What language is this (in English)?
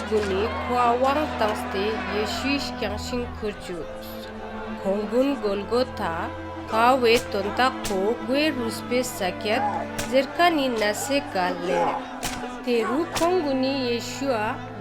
Ladakhi